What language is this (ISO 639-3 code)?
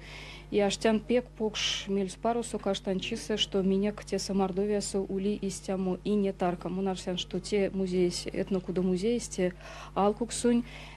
myv